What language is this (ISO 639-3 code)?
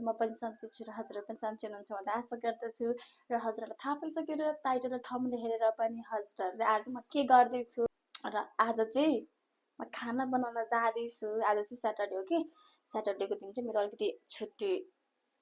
nep